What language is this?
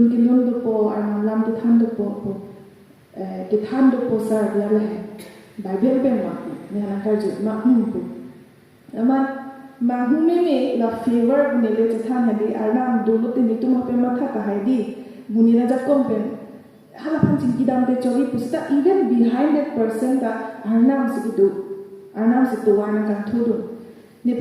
Karbi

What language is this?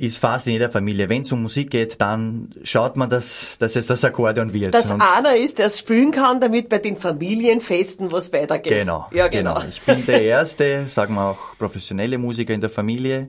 Bavarian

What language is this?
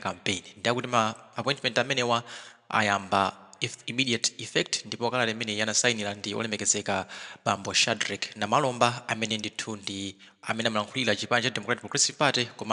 Nyanja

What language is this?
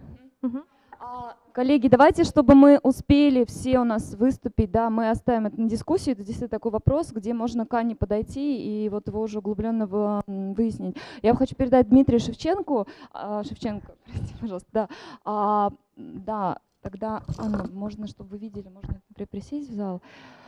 Russian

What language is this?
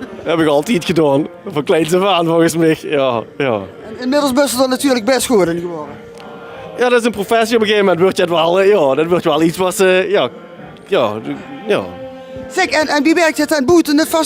Limburgish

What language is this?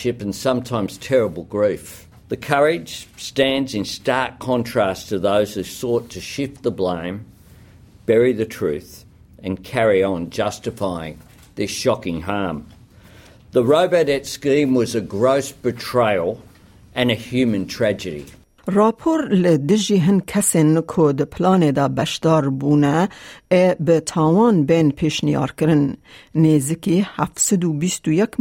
Kurdish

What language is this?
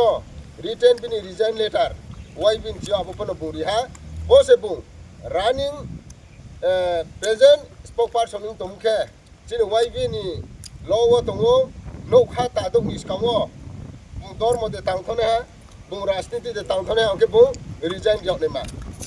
Riang (India)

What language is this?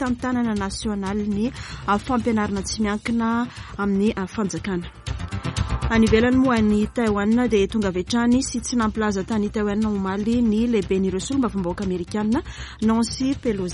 Malagasy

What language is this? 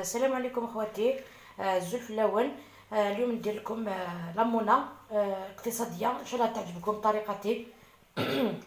Algerian Arabic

